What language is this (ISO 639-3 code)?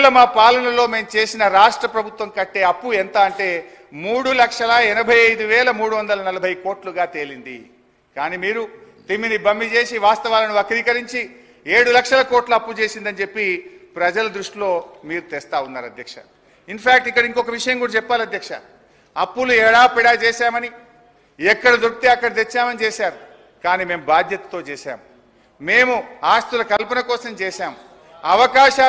tel